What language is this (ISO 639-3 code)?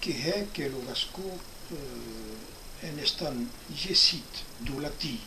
oci